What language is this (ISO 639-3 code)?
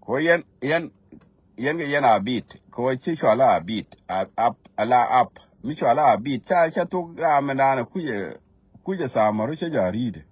nus